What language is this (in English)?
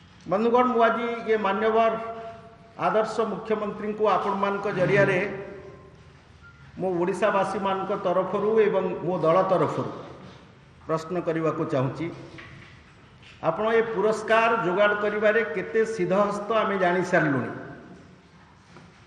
Odia